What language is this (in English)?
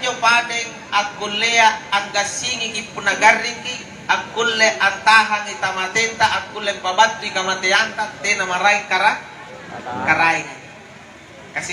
Makasar